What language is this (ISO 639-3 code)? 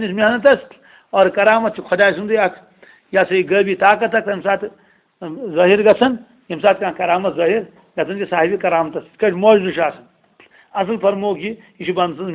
kas